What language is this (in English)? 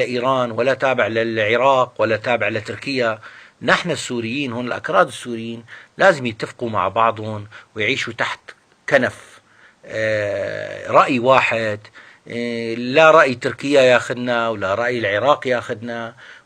North Levantine Arabic